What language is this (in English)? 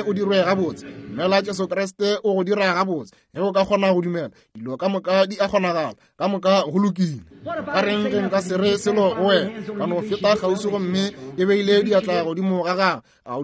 Northern Sotho